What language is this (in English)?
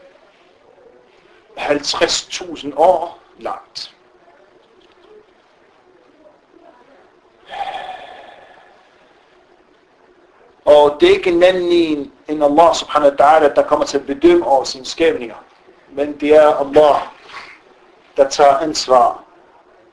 Danish